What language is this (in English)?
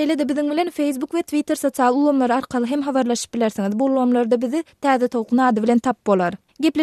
Turkmen